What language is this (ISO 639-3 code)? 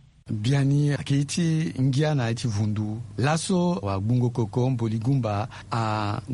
sag